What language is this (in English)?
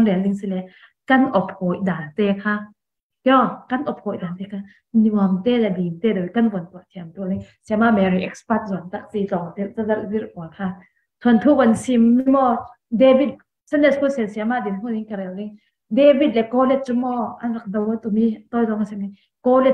Falam Chin